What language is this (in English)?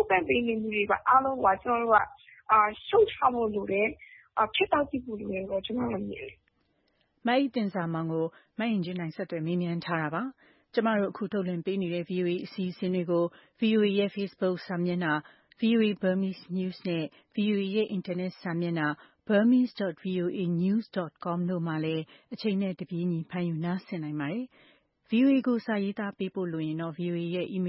Burmese